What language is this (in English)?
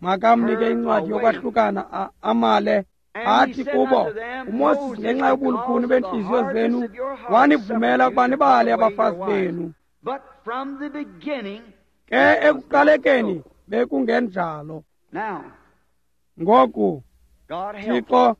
Xhosa